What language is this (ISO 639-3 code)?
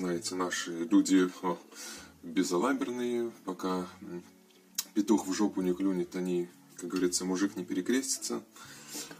rus